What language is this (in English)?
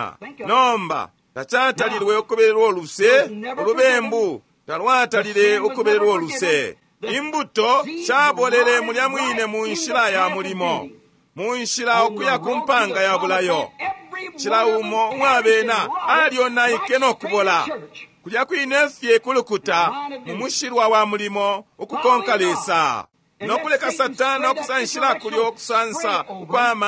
Bemba